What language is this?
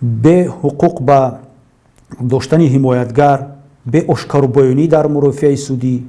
Tajik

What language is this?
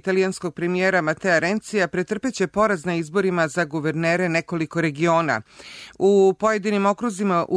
Serbian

